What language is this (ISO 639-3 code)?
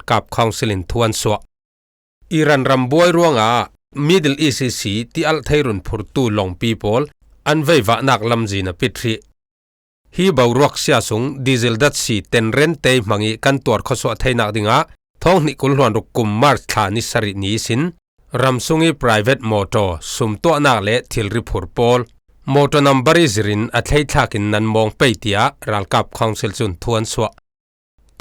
cfm